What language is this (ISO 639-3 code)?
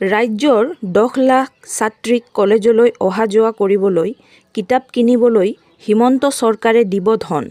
asm